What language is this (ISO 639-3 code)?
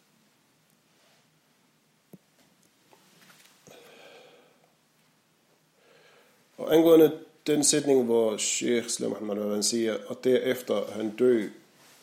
dan